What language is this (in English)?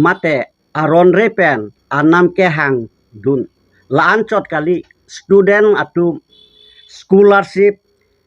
Karbi